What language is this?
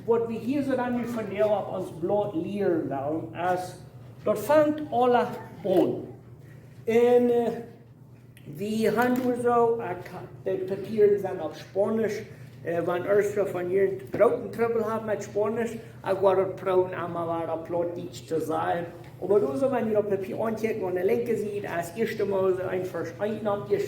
Plautdietsch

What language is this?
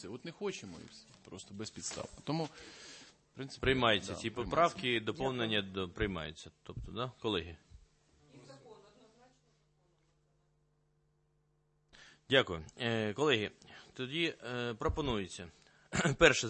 Ukrainian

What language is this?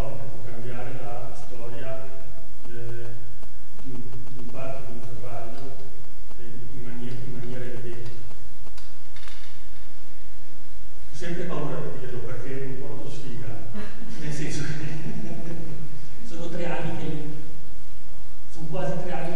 Italian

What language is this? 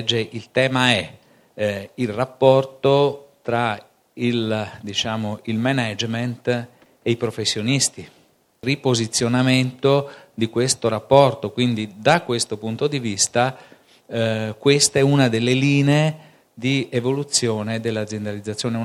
Italian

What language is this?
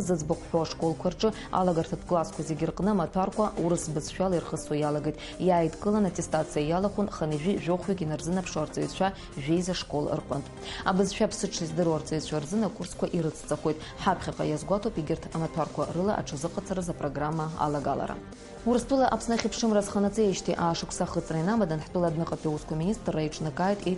Abkhazian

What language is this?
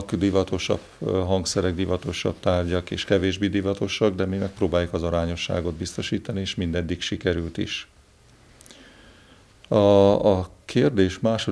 Hungarian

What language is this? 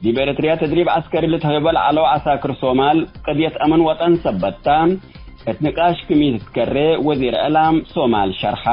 Tigre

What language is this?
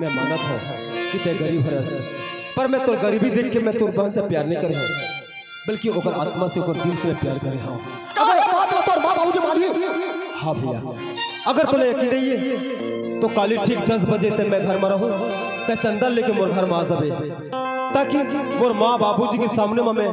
Chhattisgarhi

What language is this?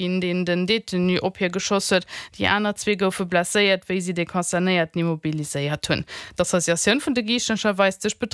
Luxembourgish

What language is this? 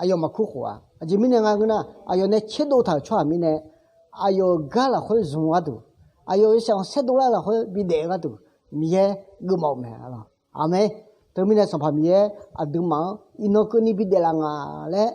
Akha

